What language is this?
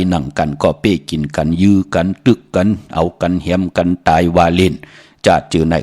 Shan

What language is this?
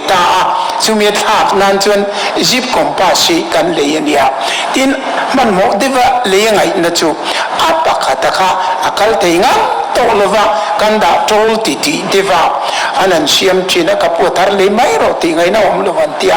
Mizo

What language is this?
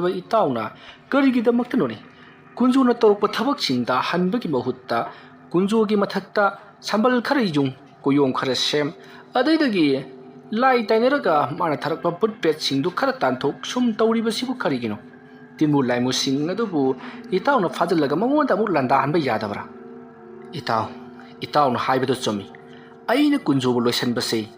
Manipuri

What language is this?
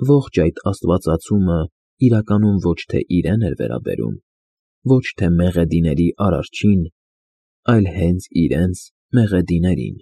Armenian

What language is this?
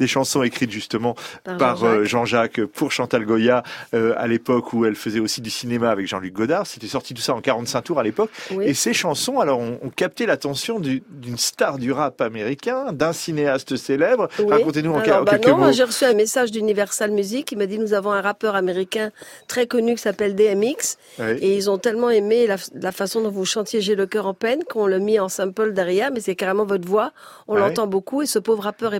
French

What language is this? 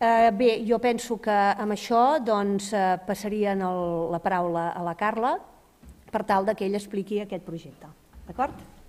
Catalan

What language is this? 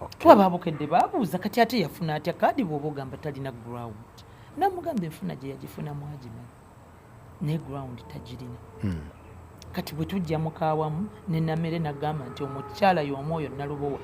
Ganda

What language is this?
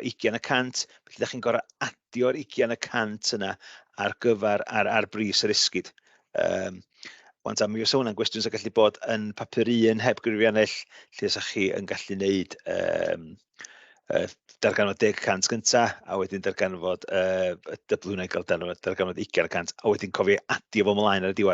Welsh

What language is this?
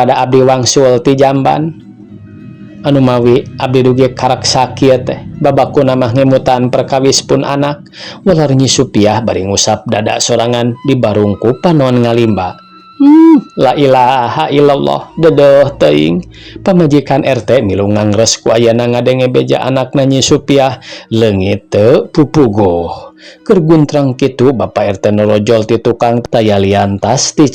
Sundanese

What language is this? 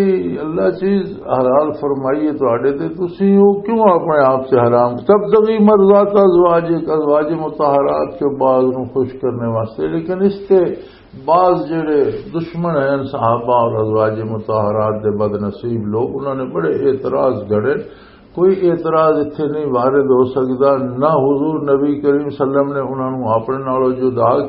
Western Panjabi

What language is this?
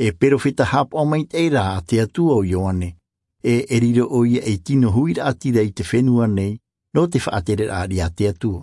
Tahitian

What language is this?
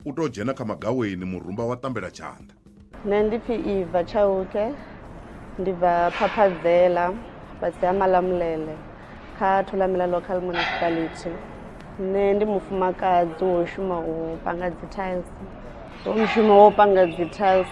Venda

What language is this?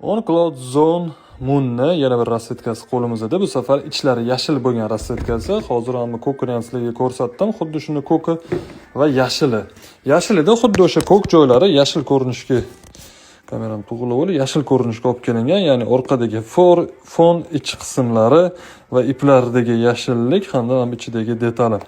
Uzbek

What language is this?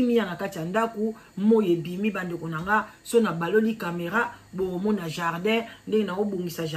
Lingala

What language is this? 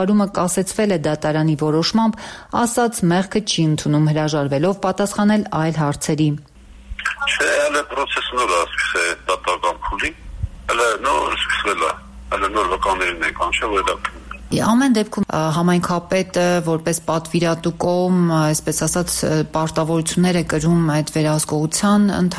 Armenian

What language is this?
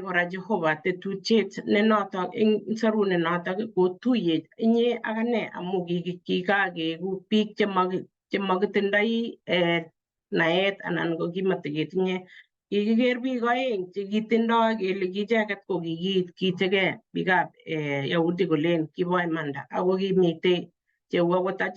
Kalenjin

